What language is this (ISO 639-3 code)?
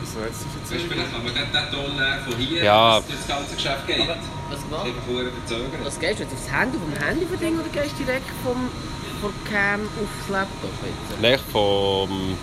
gsw